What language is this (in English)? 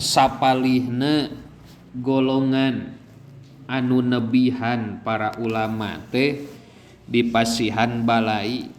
Sundanese